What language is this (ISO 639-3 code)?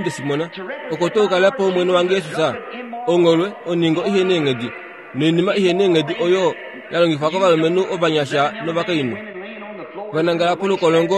kua